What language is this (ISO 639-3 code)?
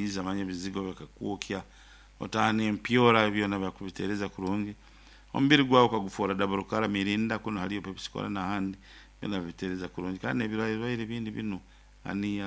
nyo